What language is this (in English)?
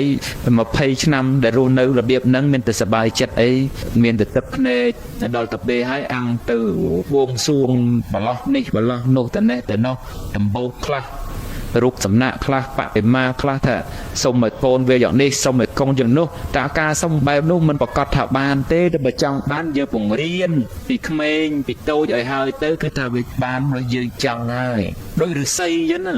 Khmer